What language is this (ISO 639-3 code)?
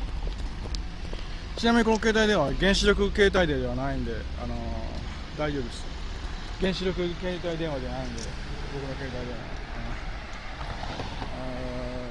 jpn